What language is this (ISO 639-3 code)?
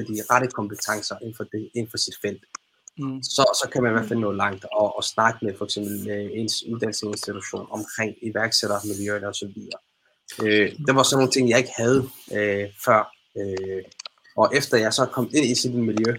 dan